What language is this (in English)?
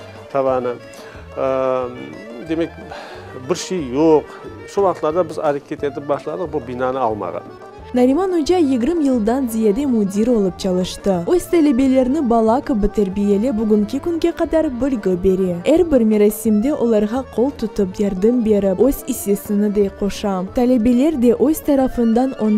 Crimean Tatar